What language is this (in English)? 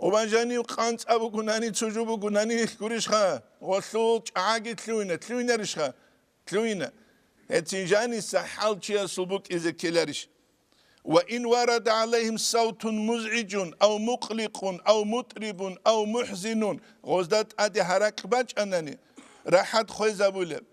Avaric